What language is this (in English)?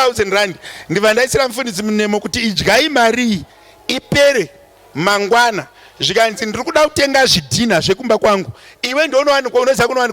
Shona